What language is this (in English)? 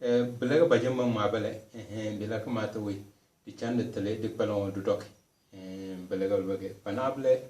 Tem